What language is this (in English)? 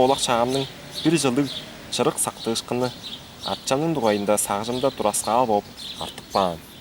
Tuvinian